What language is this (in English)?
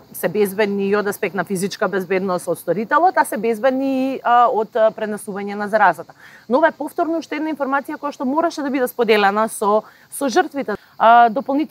Macedonian